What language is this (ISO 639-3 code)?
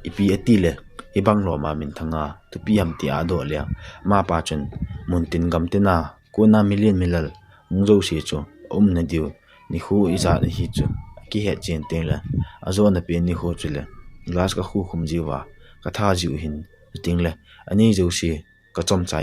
tcz